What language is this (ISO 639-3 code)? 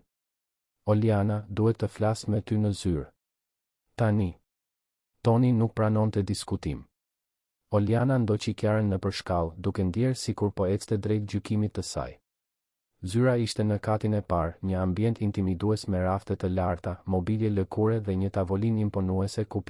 sqi